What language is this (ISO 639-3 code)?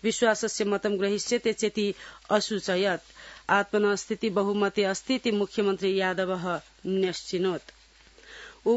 san